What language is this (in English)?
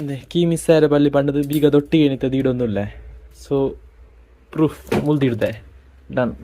Tulu